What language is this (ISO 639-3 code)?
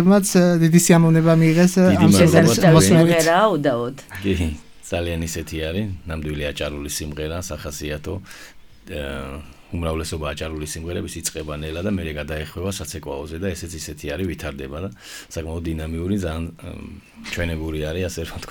kat